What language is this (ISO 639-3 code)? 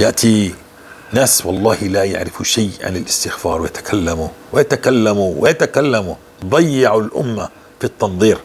apc